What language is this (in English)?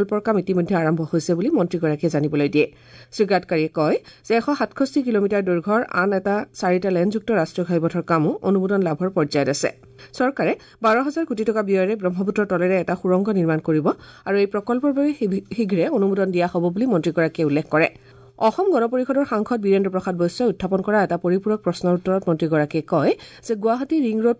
Assamese